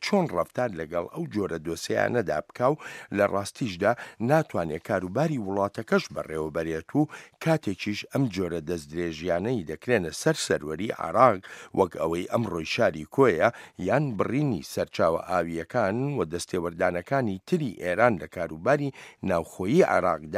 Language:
Central Kurdish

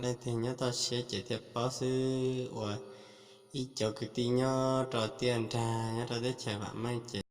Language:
Hmong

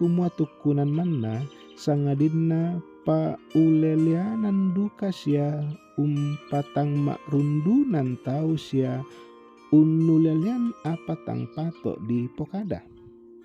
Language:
Toraja-Sa'dan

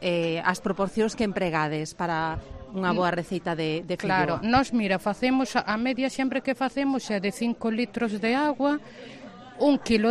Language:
Galician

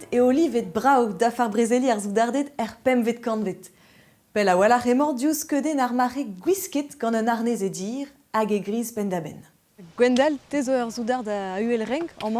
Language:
Breton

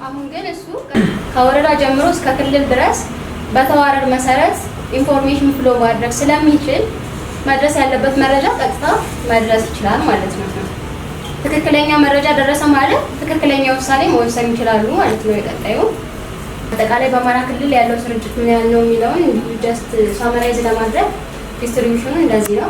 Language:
Amharic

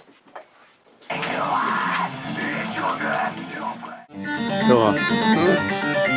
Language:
Finnish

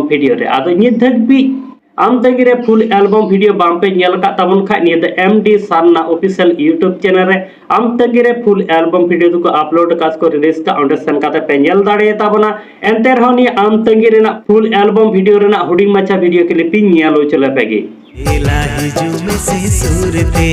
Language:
Santali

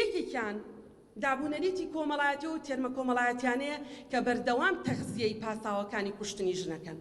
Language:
Central Kurdish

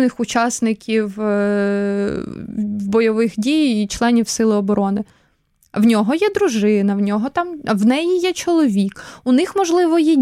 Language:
Ukrainian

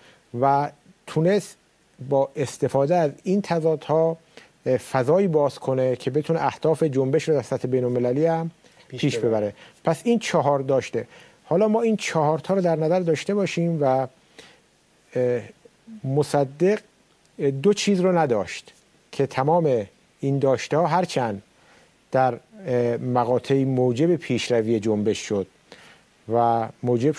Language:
Persian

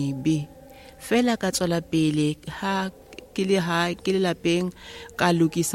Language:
Southern Sotho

